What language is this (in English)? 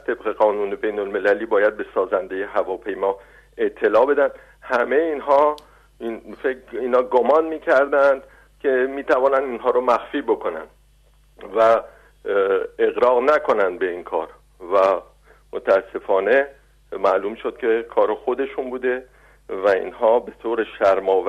Persian